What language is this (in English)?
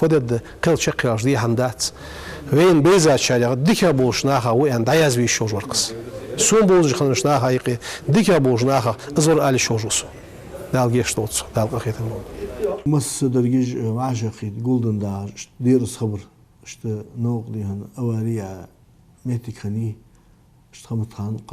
Ingush